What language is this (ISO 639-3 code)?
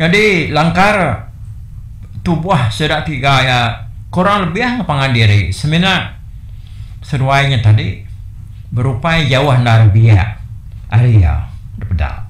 iba